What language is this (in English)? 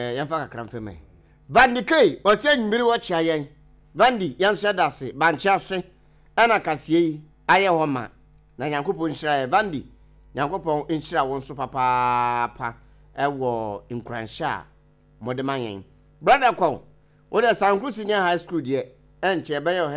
Akan